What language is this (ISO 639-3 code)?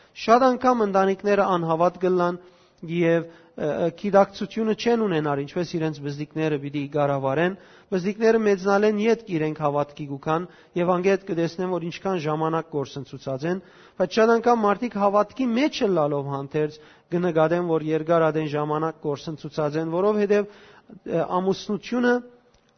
hyw